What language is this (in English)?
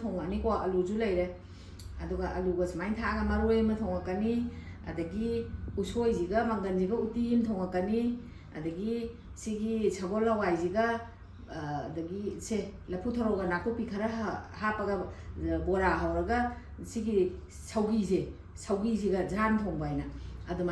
Manipuri